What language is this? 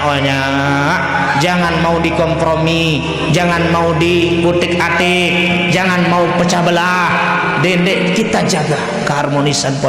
Sasak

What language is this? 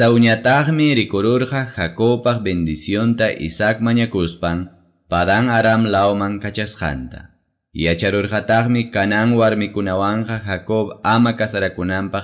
Ayacucho Quechua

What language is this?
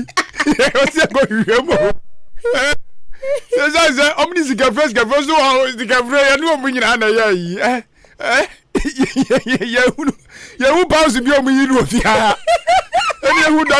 Akan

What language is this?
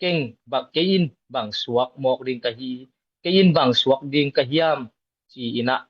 Tedim Chin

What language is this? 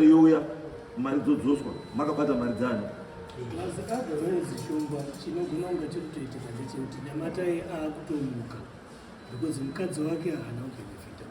Shona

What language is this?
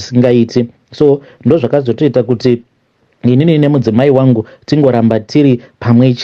Shona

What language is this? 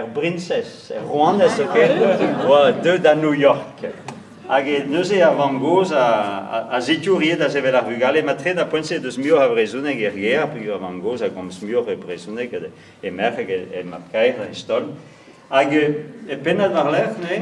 Breton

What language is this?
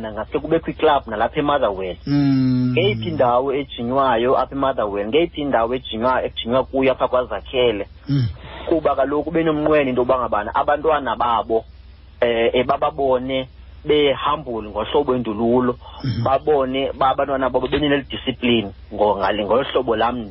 Xhosa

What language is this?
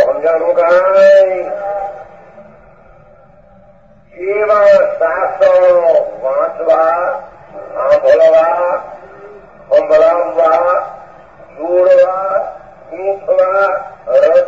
Gujarati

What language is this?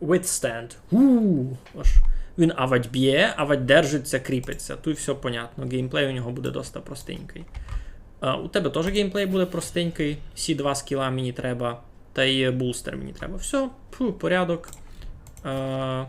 Rusyn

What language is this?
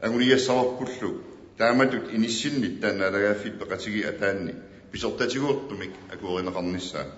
Kalaallisut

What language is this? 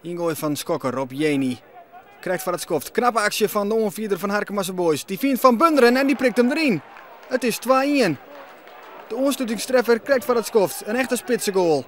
Western Frisian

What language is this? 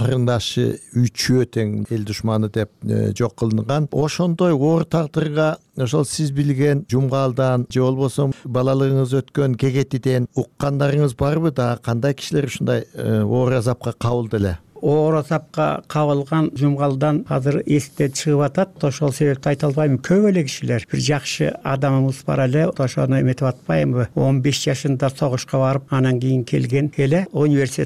Kyrgyz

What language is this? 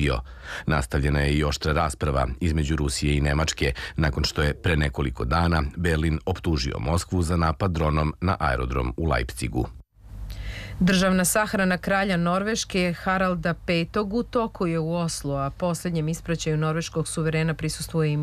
Serbian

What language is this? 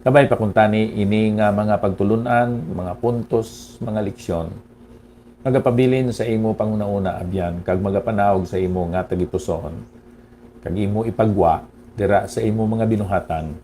Hiligaynon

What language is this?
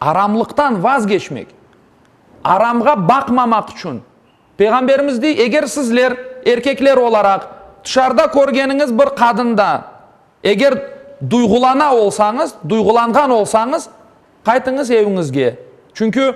Crimean Tatar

